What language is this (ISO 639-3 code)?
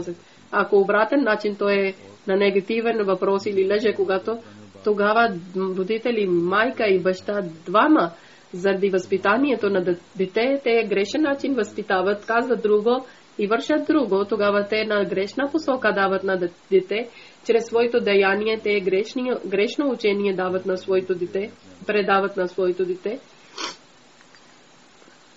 bul